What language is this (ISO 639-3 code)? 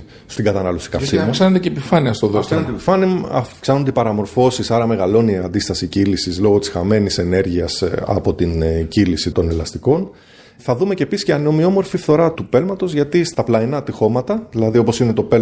ell